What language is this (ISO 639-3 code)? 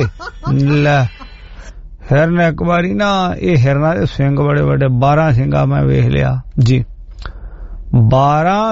pan